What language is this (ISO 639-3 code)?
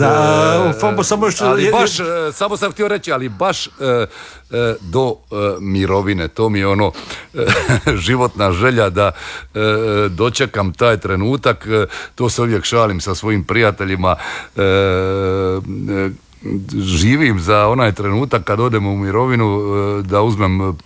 hrv